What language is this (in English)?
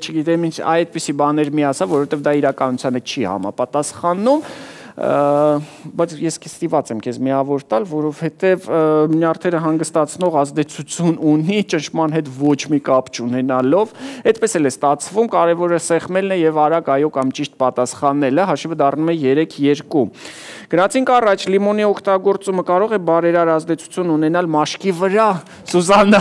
Armenian